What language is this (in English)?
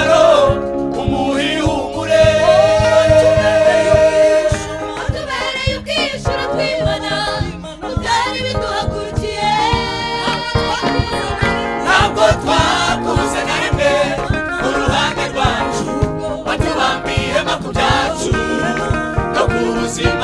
Kinyarwanda